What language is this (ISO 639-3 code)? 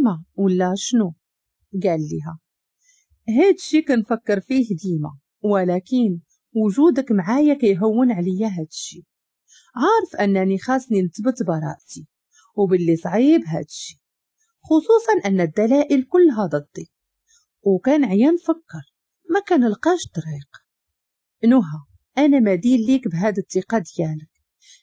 ary